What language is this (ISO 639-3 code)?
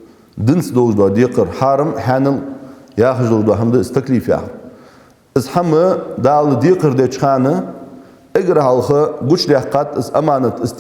inh